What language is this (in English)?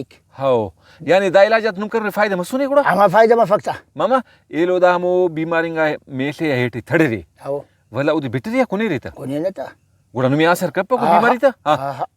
Brahui